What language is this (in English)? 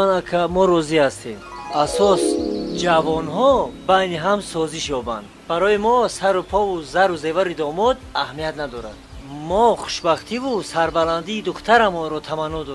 Tajik